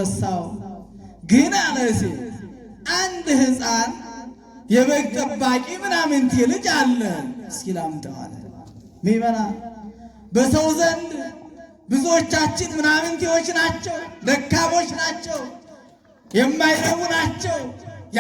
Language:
Amharic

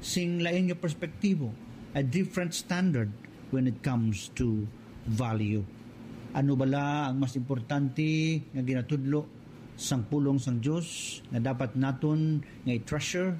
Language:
Hiligaynon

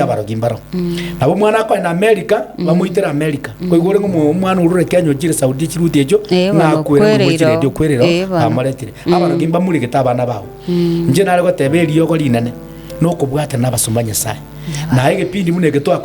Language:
Gusii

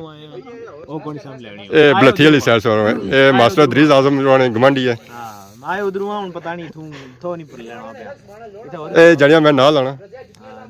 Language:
Pahari-Potwari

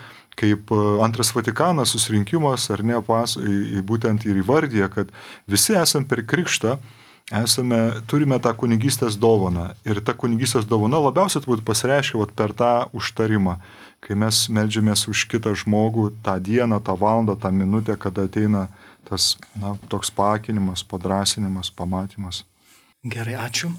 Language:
Lithuanian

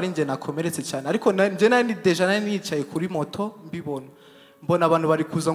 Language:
Kinyarwanda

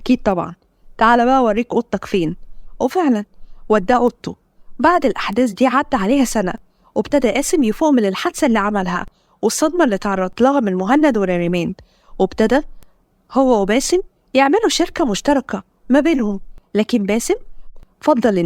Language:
Egyptian Arabic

